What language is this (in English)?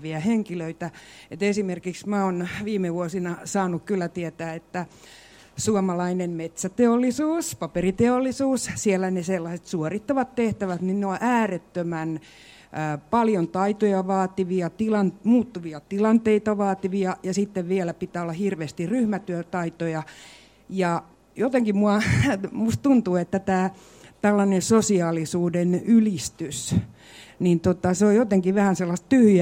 Finnish